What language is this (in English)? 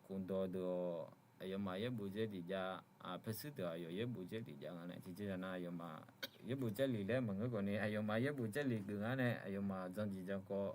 Akha